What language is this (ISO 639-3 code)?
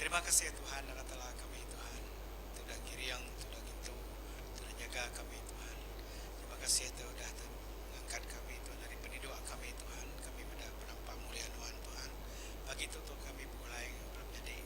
iba